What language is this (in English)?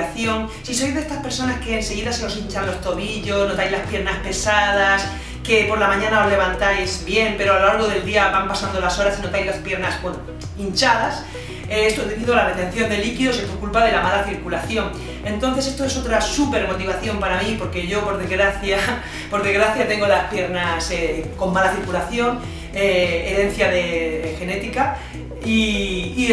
Spanish